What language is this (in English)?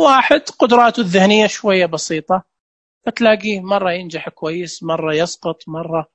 Najdi Arabic